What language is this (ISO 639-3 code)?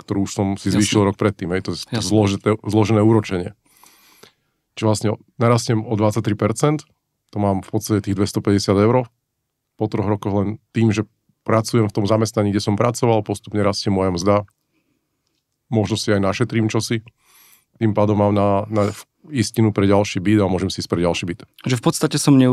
slk